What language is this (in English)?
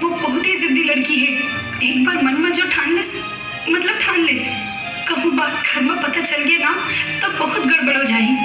Chhattisgarhi